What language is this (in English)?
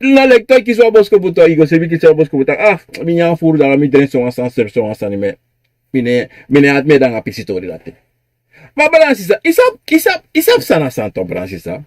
Sranan Tongo